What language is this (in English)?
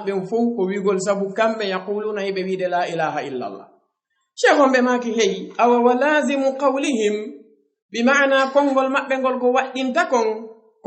Fula